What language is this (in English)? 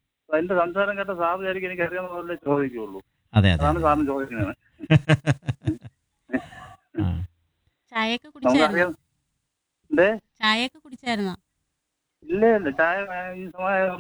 Malayalam